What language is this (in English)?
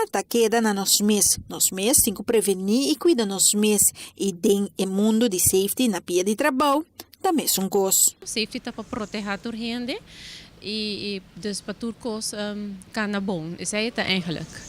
Papiamento